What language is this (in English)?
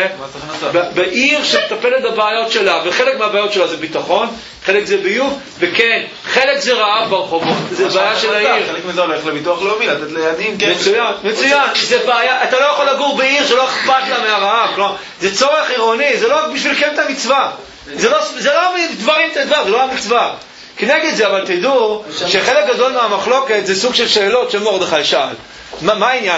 Hebrew